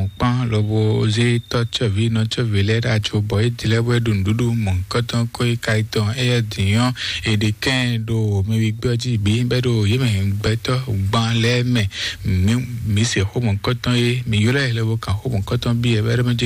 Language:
Fon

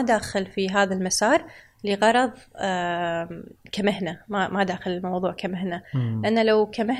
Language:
Gulf Arabic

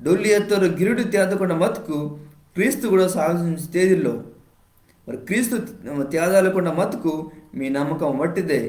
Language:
Koya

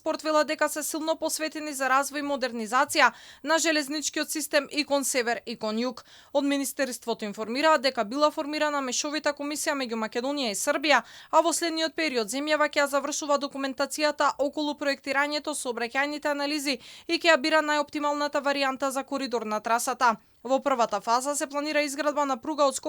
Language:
Macedonian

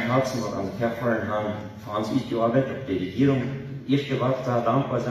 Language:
Plautdietsch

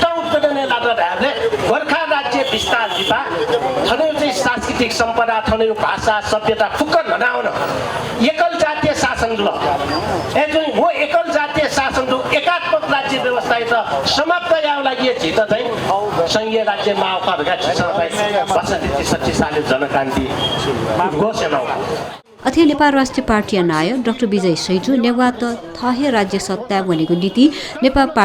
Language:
Newari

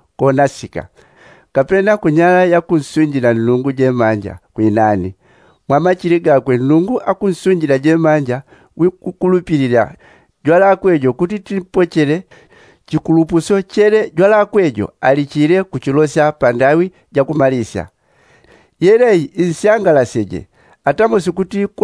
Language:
Yao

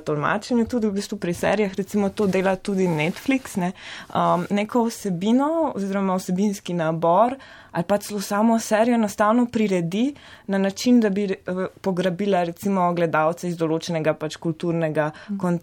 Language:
Slovenian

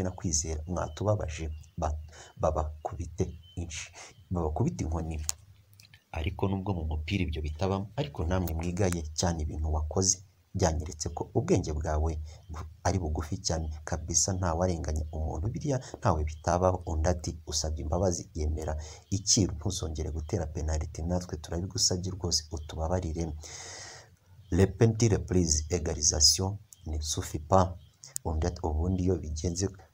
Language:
Kinyarwanda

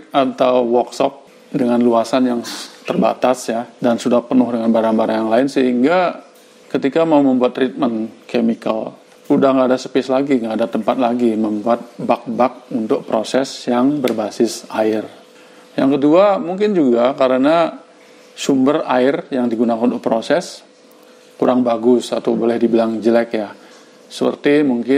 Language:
Indonesian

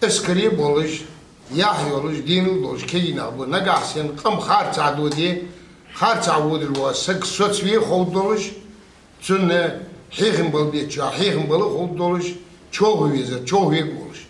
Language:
Ingush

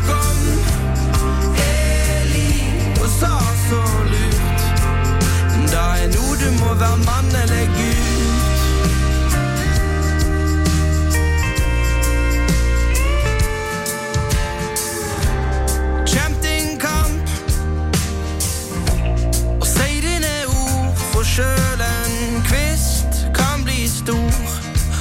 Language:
Norwegian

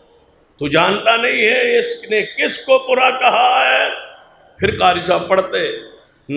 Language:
Urdu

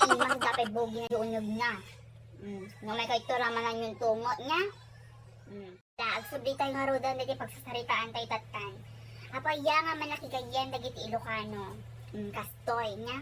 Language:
Iloko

